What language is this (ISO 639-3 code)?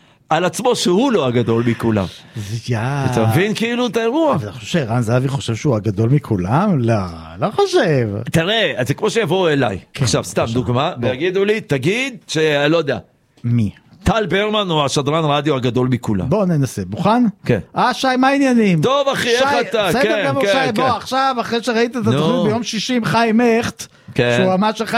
heb